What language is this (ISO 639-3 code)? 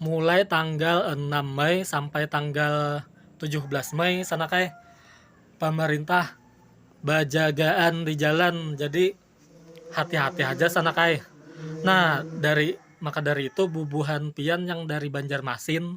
bjn